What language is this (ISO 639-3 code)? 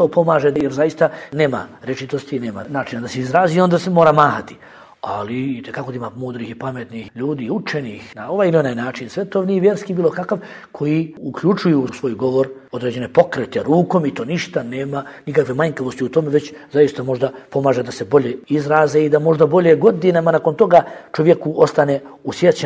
bos